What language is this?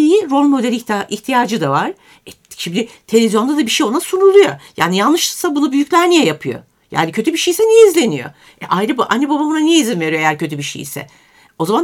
Turkish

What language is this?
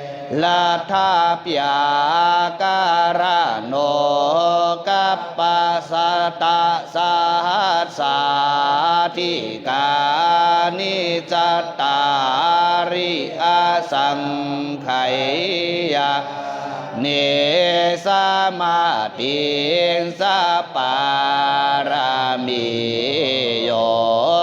Pali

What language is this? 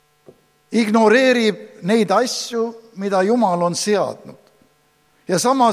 Estonian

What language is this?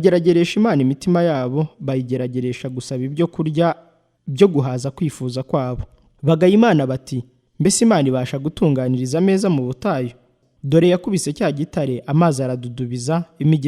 Kinyarwanda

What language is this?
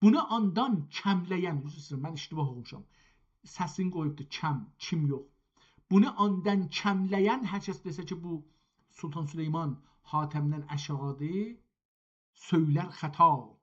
South Azerbaijani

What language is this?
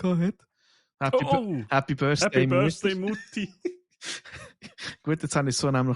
Swiss German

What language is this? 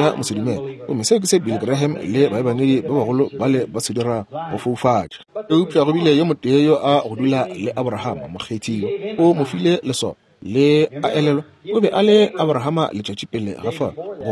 Northern Sotho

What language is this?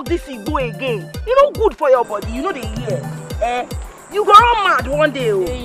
Nigerian Pidgin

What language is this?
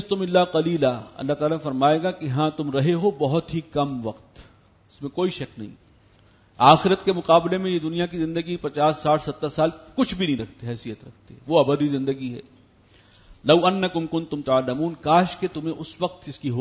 Urdu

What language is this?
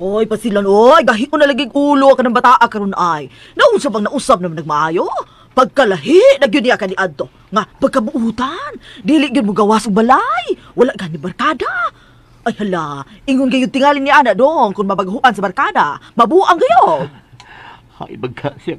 Cebuano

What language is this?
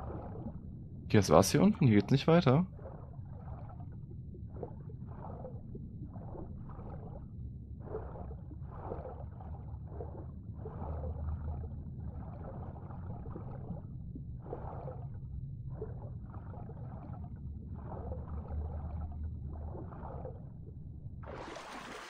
German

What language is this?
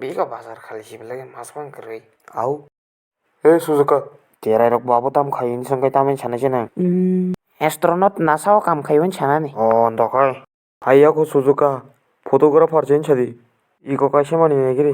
Kok Borok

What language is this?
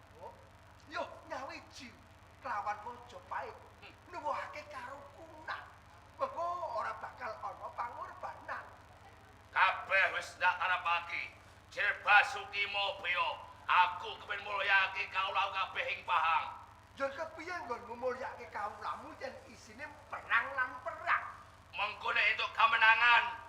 Javanese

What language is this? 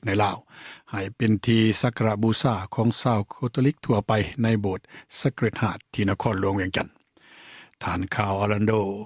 Lao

